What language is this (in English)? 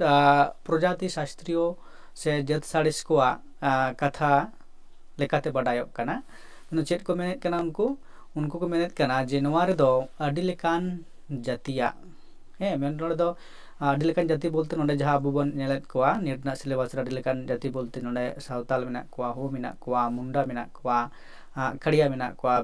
Santali